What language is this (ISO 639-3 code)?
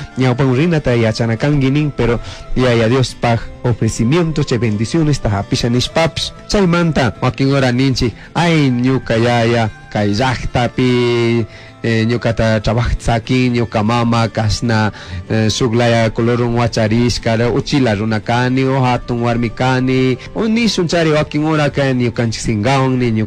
qug